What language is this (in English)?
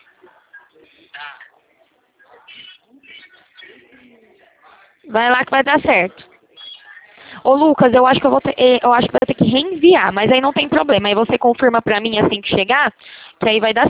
Portuguese